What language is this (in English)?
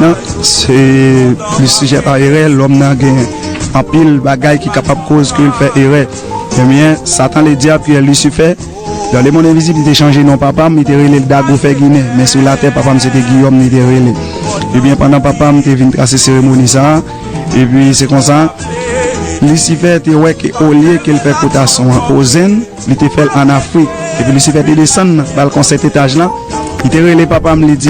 Haitian Creole